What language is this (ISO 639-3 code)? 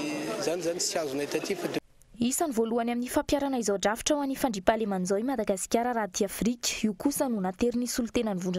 mlg